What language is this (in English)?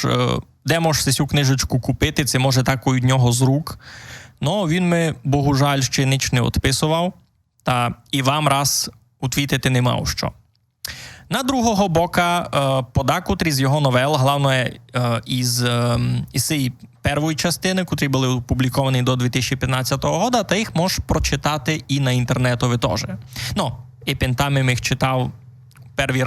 Rusyn